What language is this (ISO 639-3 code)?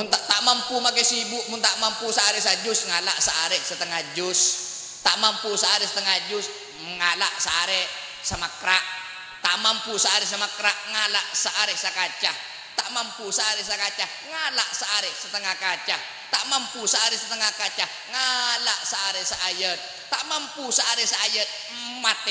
mad